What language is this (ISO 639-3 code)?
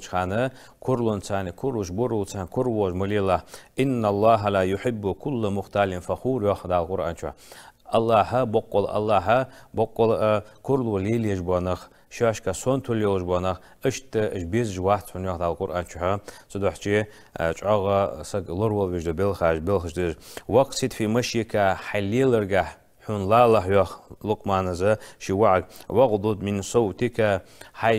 inh